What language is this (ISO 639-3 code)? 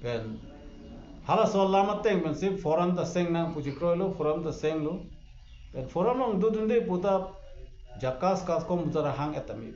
mjw